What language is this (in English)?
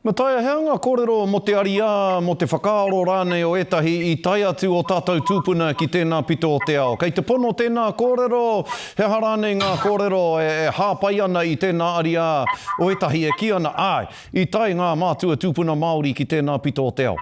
Māori